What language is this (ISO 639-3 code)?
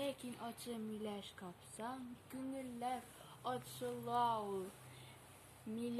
tat